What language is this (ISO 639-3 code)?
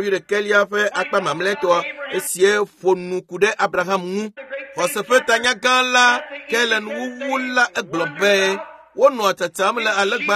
ewe